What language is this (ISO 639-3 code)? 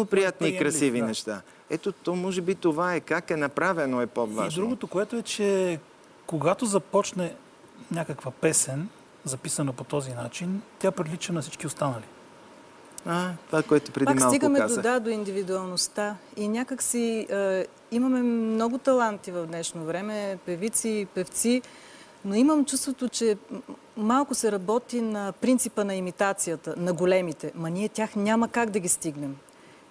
bul